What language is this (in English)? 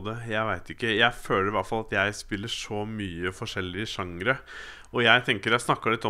Norwegian